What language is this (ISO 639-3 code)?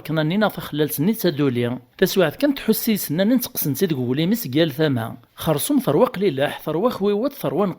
kab